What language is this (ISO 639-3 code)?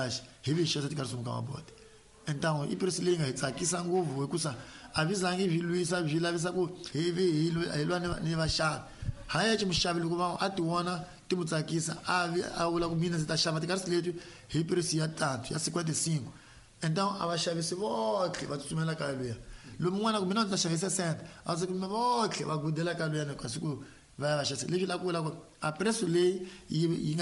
tso